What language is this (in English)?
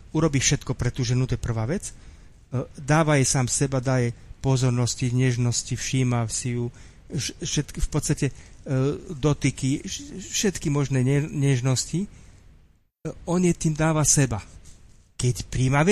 Slovak